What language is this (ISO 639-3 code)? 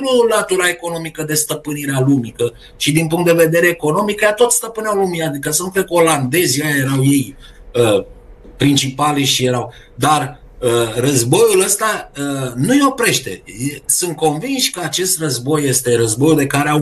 ron